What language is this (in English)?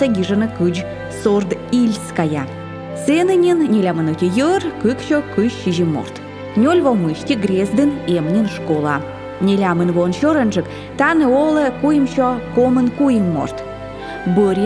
Komi